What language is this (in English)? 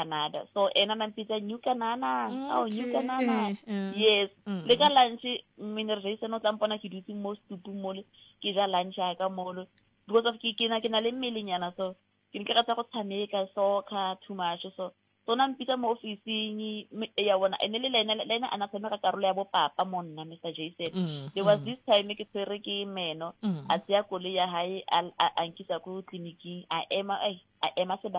Southern Sotho